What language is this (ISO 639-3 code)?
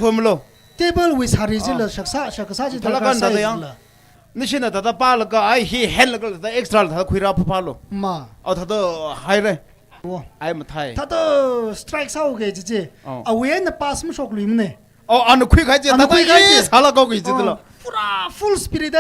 nmf